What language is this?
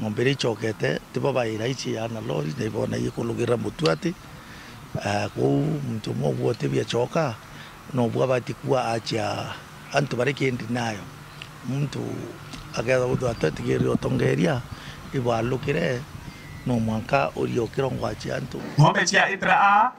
Meru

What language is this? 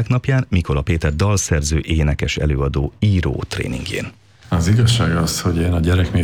Hungarian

